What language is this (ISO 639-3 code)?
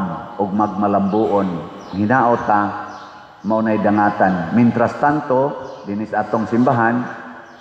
ceb